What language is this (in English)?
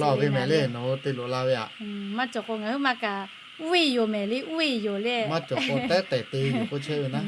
Lahu